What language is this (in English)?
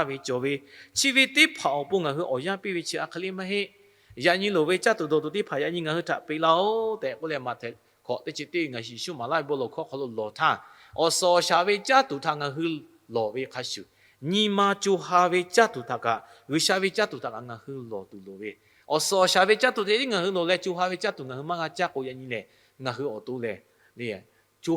Lahu